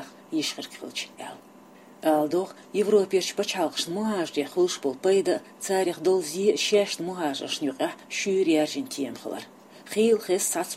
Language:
Chechen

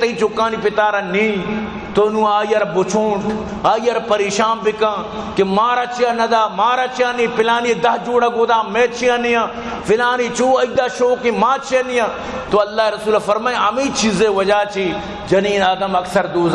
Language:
Baluchi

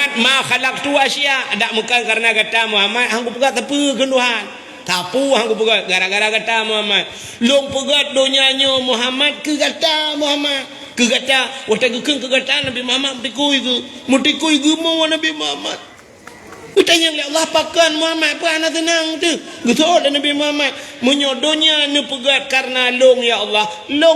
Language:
Achinese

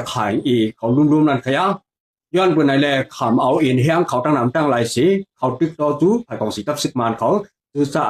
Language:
Shan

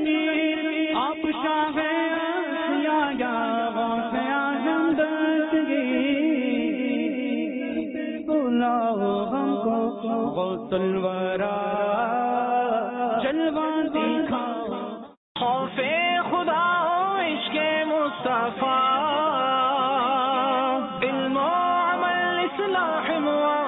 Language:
Urdu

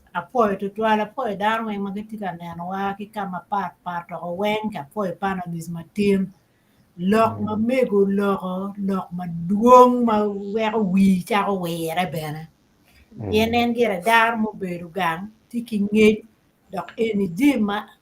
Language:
Acoli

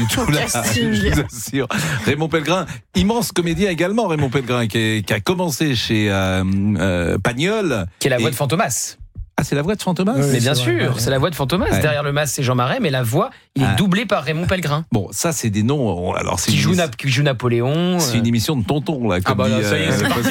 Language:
French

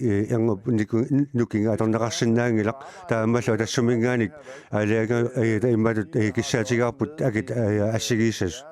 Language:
Kalaallisut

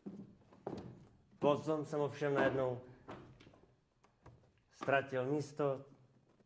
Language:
Czech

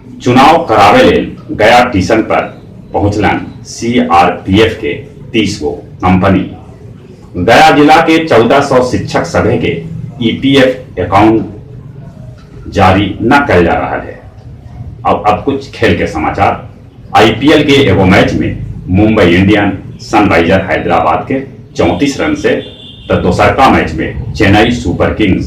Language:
Magahi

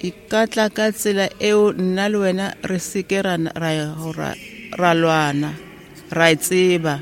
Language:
Tswana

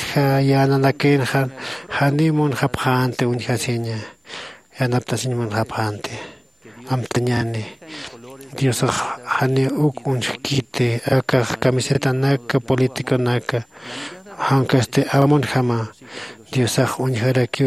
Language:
Aymara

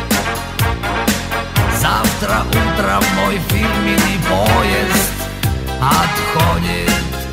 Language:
Russian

